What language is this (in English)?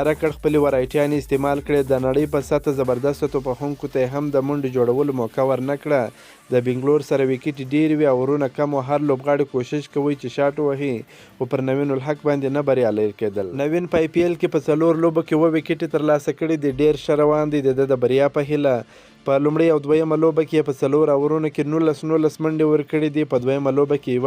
Pashto